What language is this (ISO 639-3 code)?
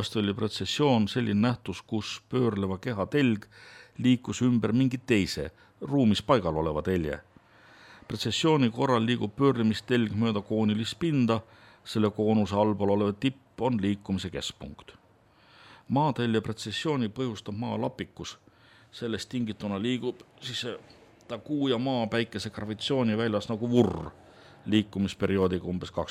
est